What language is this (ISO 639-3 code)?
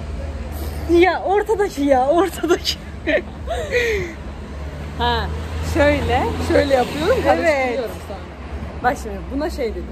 tur